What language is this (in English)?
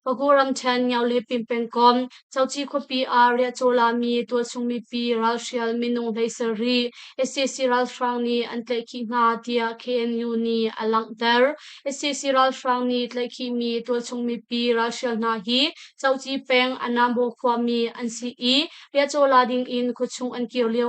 Hakha Chin